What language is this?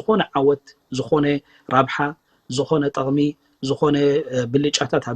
Tigrinya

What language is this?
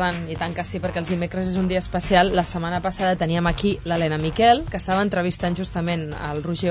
Catalan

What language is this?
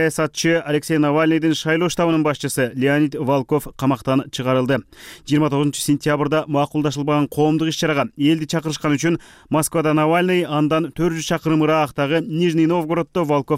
Kyrgyz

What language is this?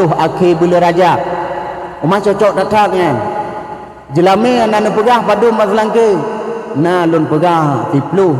Achinese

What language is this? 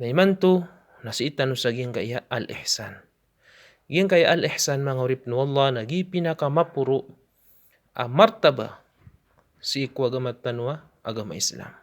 Maranao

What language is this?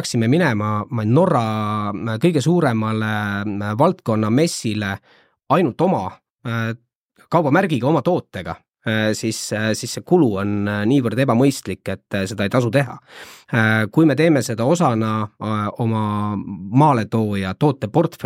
Estonian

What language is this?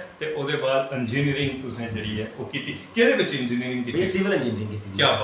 Dogri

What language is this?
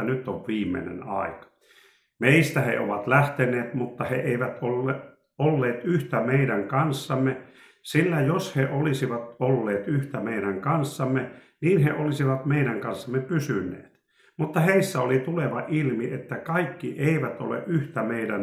Finnish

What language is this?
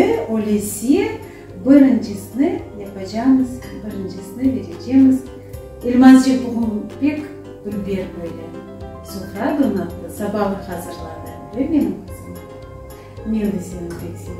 Crimean Tatar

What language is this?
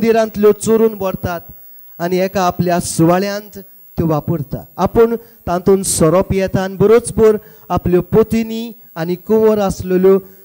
Konkani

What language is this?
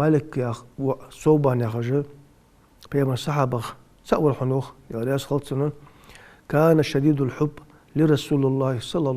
Ingush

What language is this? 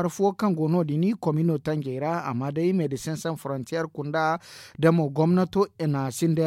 Zarma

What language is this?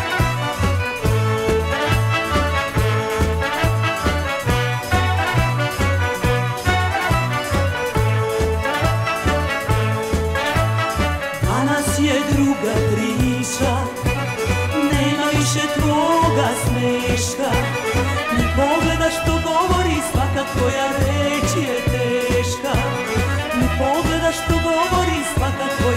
Serbian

